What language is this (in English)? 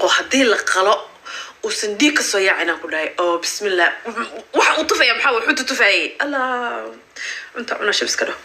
Somali